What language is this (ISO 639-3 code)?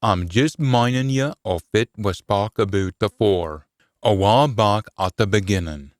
sco